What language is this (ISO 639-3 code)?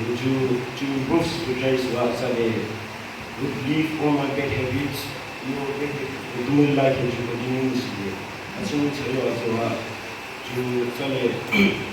yim